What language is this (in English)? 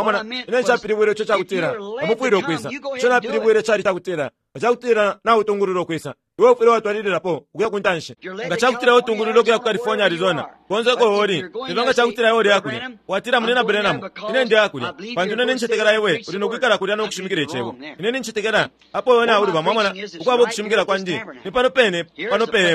Bemba